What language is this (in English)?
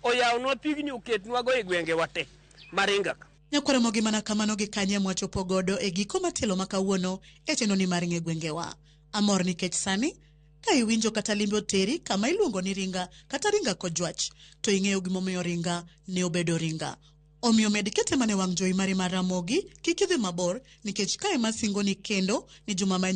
Luo (Kenya and Tanzania)